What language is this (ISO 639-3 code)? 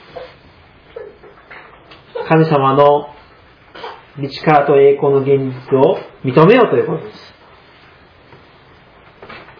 jpn